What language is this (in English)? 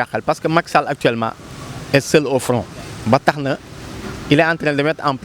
Wolof